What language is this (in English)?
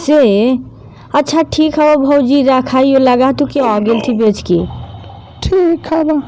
Magahi